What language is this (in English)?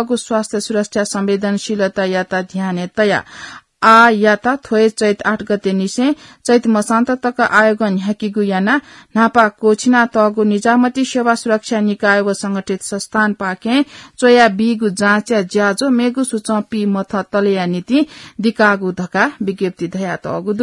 Newari